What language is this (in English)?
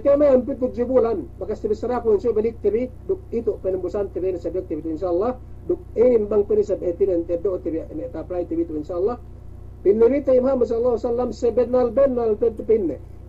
Yakan